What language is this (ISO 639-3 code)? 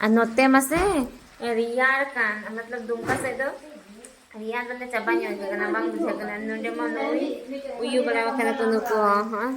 sat